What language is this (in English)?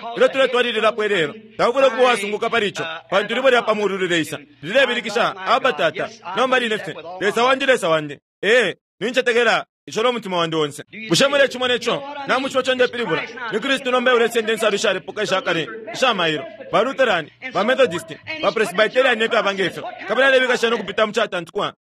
Bemba